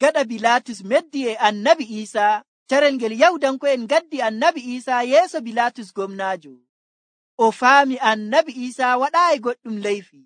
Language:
Nigerian Fulfulde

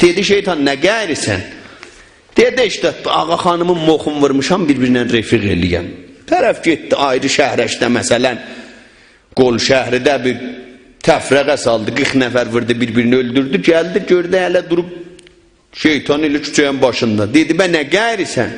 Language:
South Azerbaijani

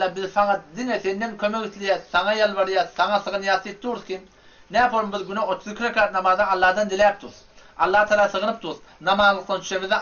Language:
Turkmen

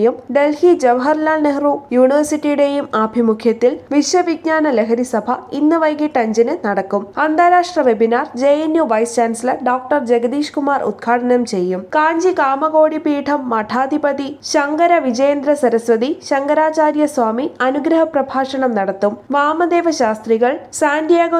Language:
Malayalam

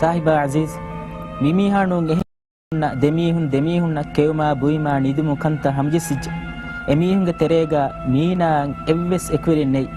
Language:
Divehi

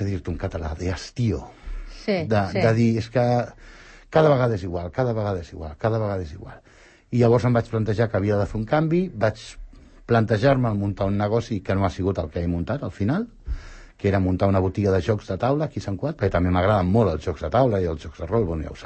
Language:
Catalan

